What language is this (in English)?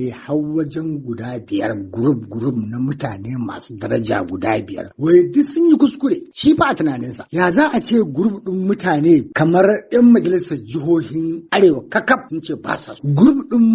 Hausa